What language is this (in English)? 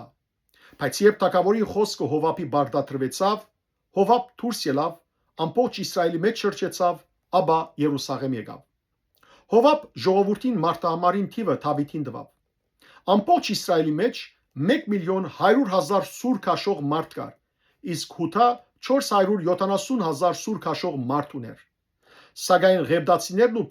Western Armenian